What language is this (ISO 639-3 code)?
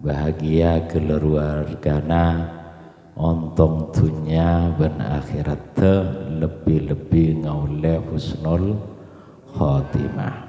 mad